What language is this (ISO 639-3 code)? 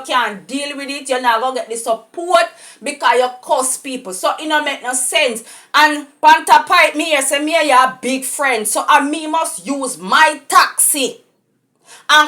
jam